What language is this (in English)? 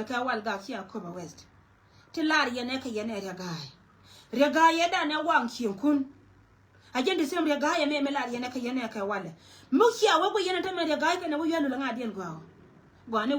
Nuer